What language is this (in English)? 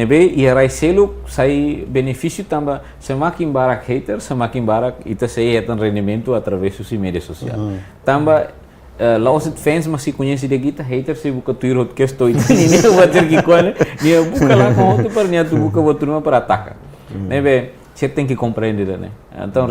Tetum